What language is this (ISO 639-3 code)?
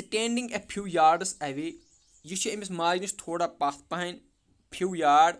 kas